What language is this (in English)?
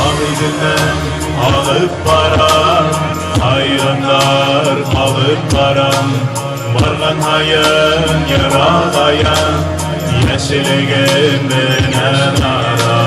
Bashkir